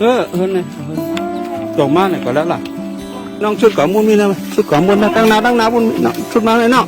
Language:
Shan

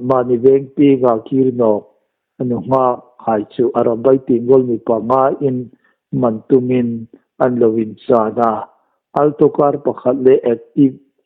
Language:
Hmar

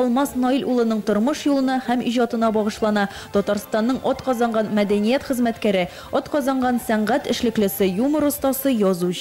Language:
Tatar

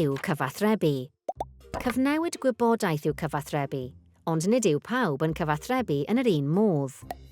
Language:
Welsh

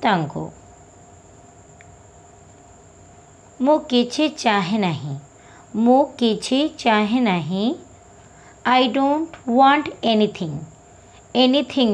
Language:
Odia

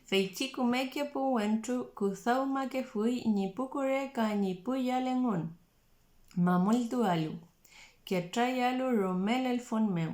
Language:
Mapuche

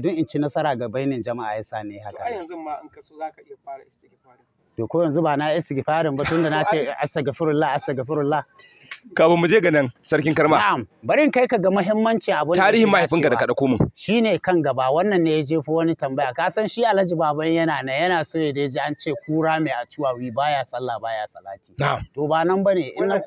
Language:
Hausa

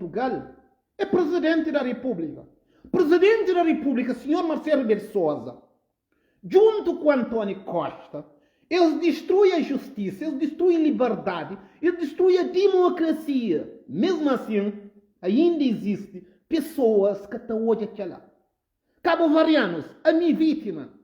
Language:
Kabuverdianu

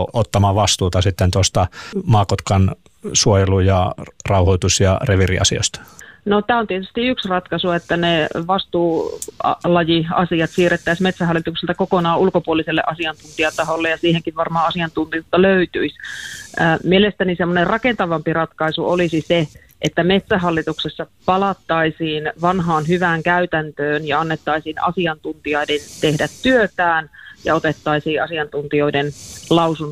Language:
Finnish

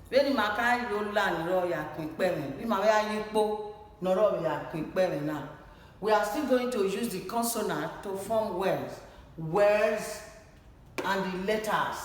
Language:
Bini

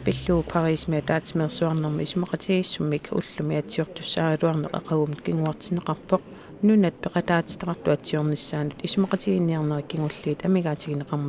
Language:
Kalaallisut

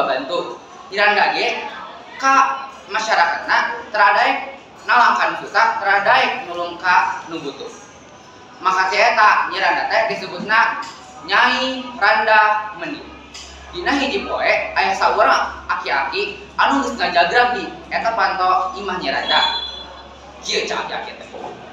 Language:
Sundanese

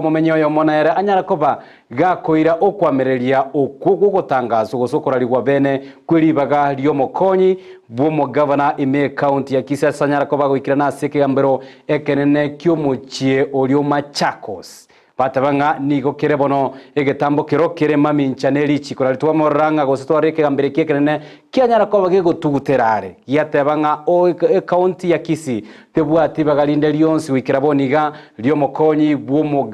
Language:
Gusii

